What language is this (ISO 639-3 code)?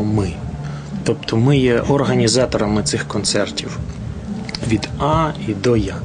ukr